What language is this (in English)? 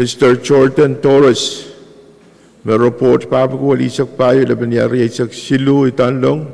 Pohnpeian